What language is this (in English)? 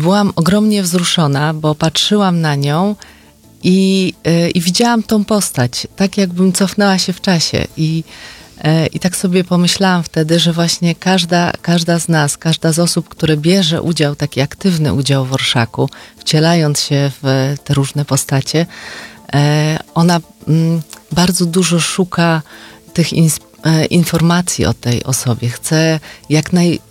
Polish